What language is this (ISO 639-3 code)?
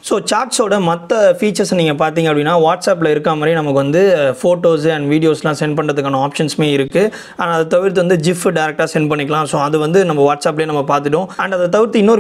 tam